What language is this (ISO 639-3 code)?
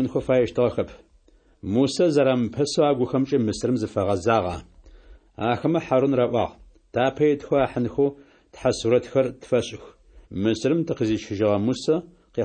ady